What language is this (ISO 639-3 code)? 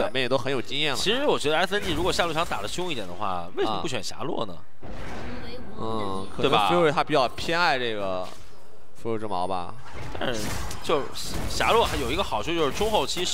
zho